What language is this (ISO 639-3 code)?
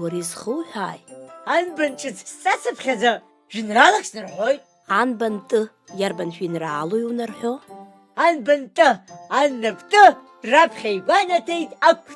abk